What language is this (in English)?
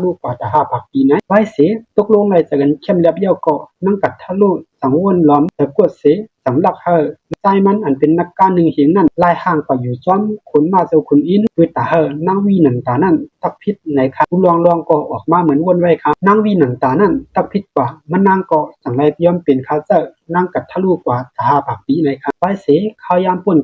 Shan